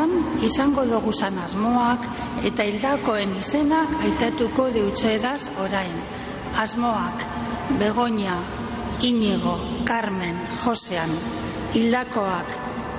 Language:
Basque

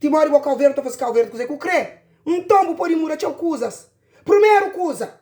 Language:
Kabuverdianu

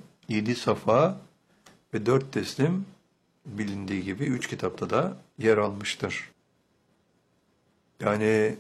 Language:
Turkish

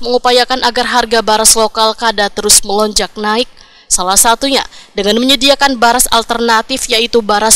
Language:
Banjar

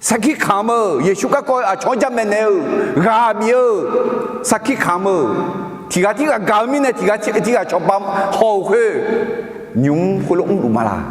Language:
Akha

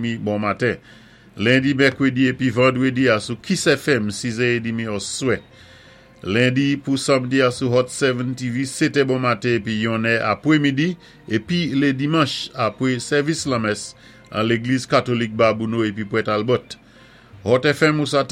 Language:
Saint Lucian Creole French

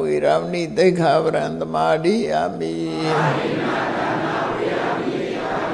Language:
Burmese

